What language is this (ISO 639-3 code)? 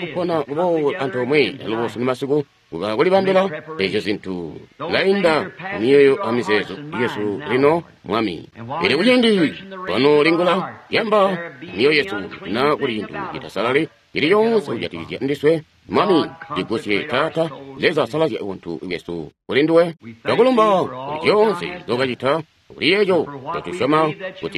toi